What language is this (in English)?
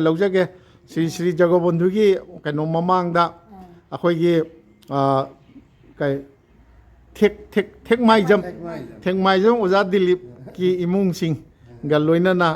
Manipuri